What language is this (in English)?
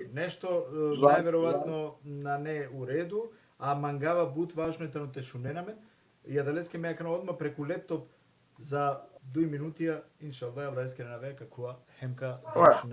Balkan Romani